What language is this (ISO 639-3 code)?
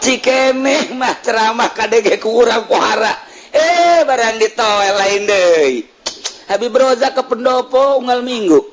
sun